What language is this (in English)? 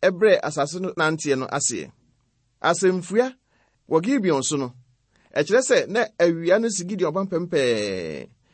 Akan